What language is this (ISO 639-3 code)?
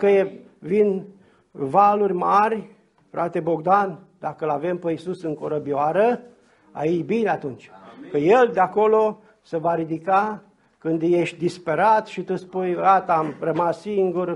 ron